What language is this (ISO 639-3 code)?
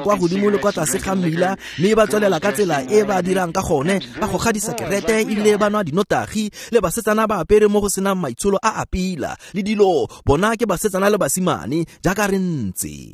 tsn